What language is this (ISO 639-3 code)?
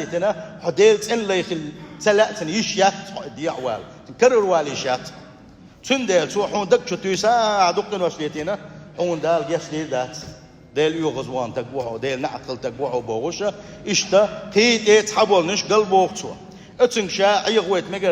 che